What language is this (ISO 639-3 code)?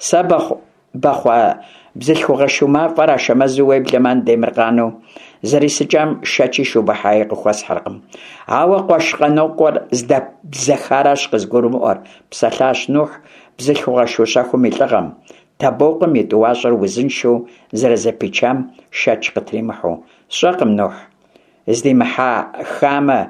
kbd